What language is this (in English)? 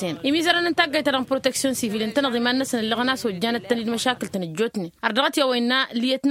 Tamasheq